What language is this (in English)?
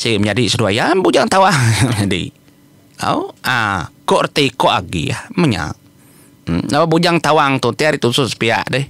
Iban